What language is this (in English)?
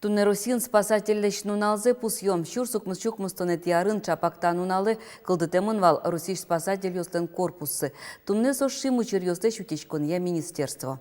Udmurt